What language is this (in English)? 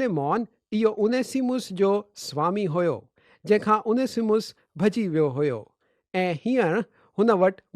Sindhi